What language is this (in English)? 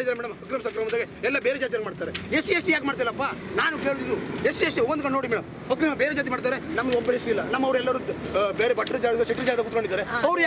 Kannada